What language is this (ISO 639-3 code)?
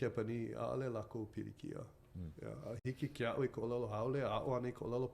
haw